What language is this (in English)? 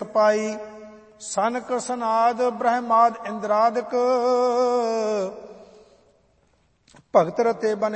Punjabi